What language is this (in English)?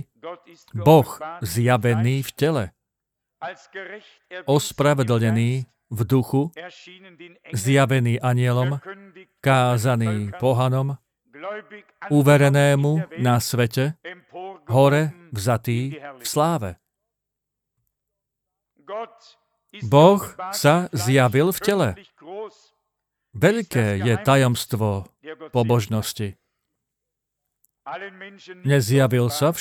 Slovak